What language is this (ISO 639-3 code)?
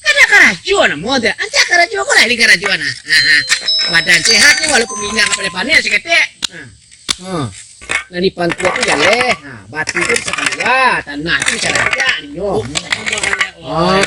min